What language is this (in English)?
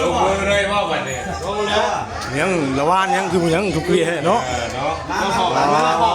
Northeastern Thai